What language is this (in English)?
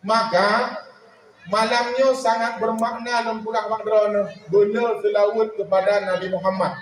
Achinese